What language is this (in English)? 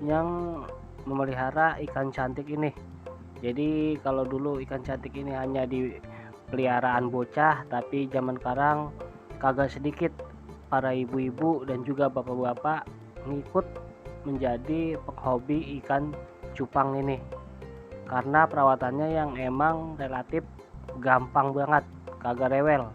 Betawi